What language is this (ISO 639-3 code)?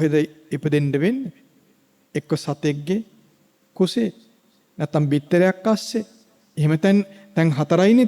sin